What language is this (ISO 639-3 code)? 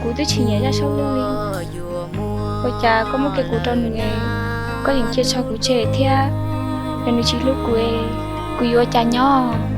hmn